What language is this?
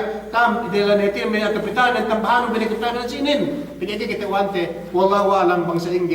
Yakan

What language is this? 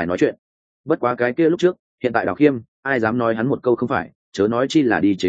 Vietnamese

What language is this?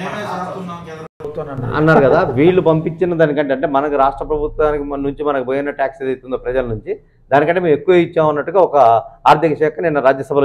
Telugu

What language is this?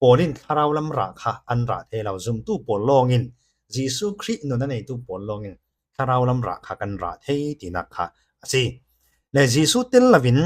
Falam Chin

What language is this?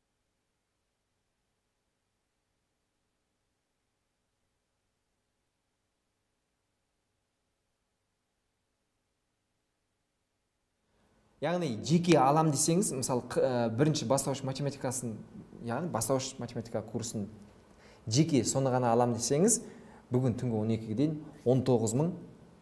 Kazakh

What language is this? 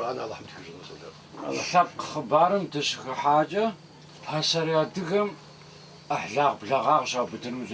Kabardian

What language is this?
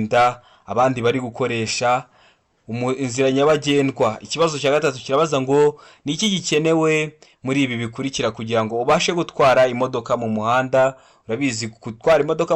Kinyarwanda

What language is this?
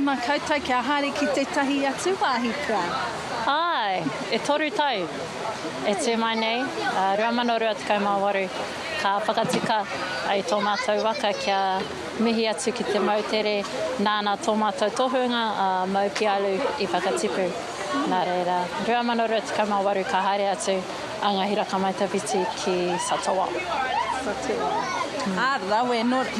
Māori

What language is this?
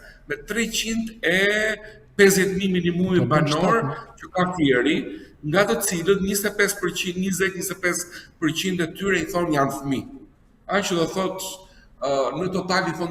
Albanian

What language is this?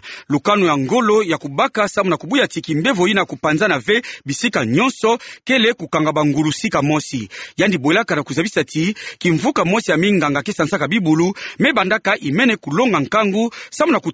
Kituba (Democratic Republic of Congo)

